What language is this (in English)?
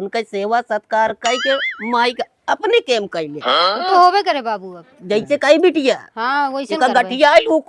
Awadhi